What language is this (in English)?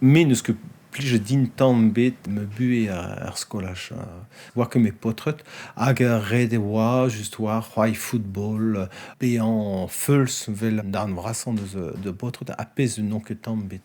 Breton